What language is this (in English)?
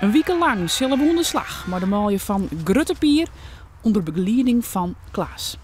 Western Frisian